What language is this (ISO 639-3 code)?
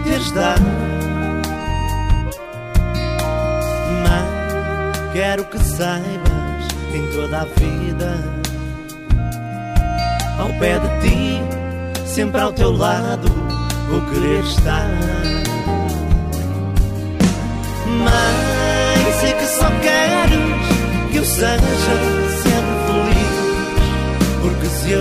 por